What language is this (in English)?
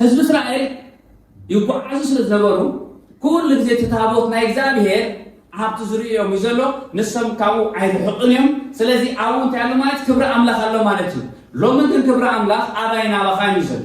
Tigrinya